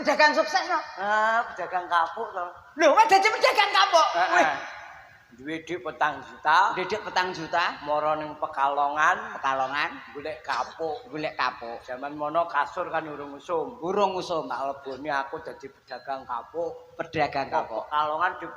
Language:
Javanese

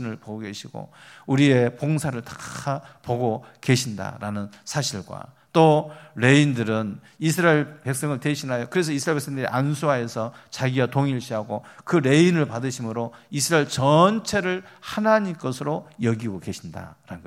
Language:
Korean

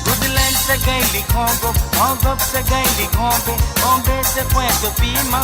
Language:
Morisyen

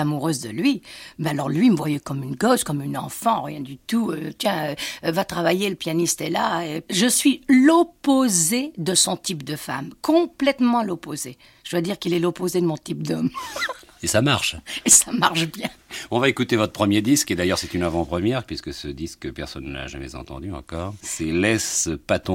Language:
French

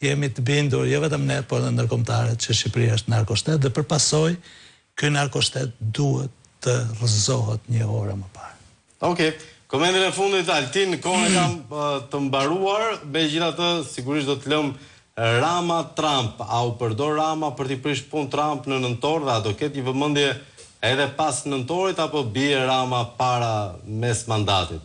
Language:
Albanian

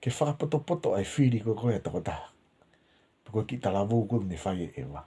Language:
Tongan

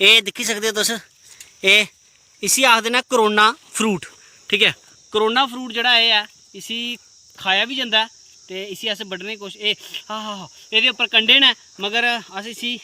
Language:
Dogri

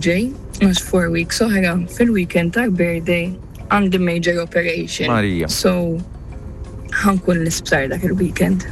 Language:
Maltese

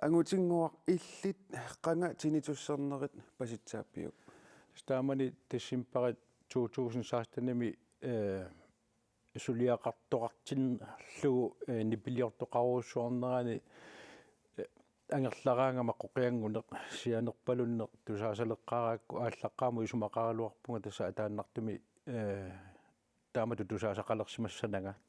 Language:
Kalaallisut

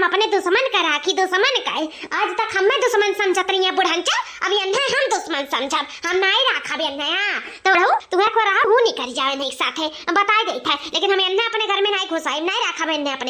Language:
Awadhi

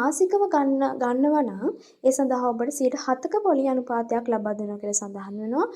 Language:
Sinhala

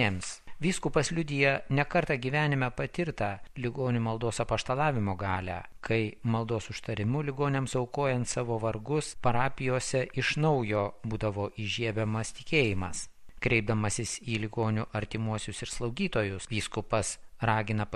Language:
Lithuanian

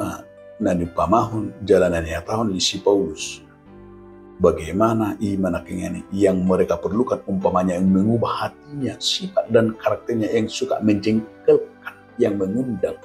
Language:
Batak Toba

